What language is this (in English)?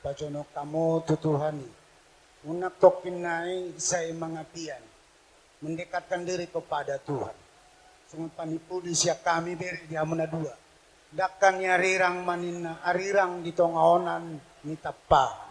Batak Toba